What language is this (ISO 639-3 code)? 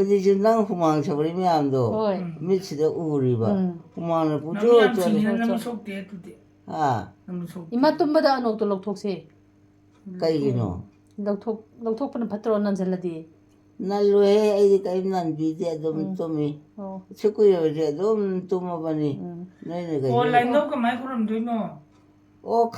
mni